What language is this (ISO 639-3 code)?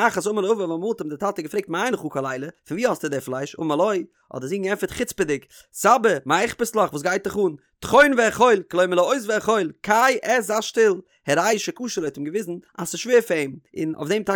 yid